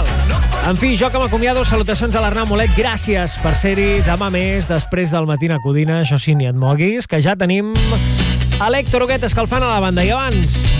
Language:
Catalan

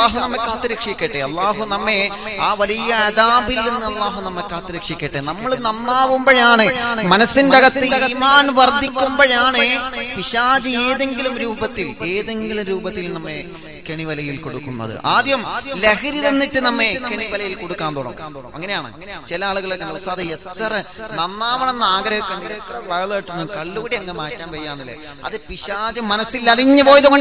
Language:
Malayalam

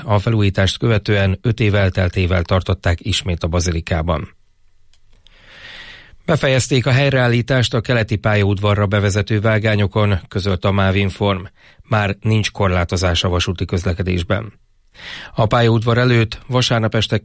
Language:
Hungarian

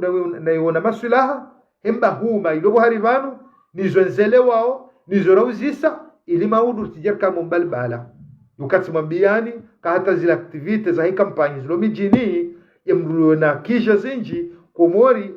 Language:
Ngazidja Comorian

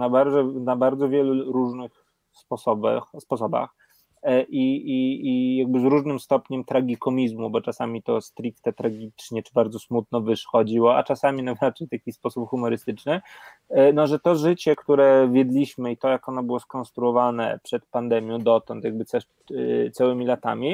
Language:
Polish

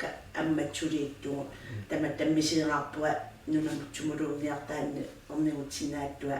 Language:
Kalaallisut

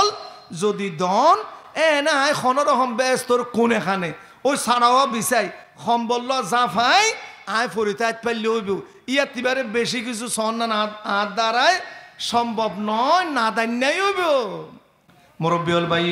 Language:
Rohingya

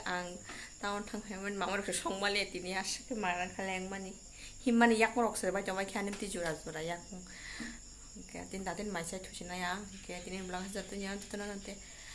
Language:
Kok Borok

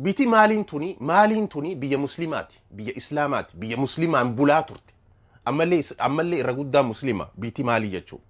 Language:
Oromo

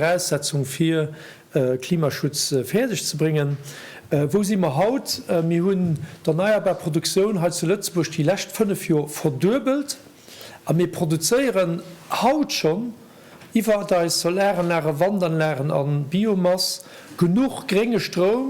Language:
Luxembourgish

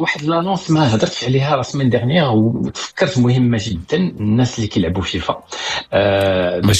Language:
Moroccan Arabic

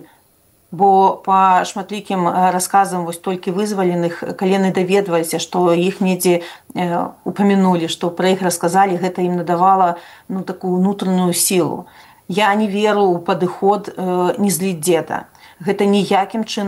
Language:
Belarusian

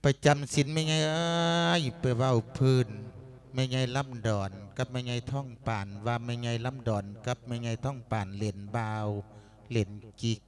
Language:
Lao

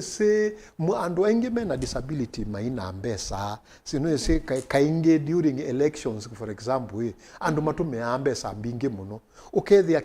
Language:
Kamba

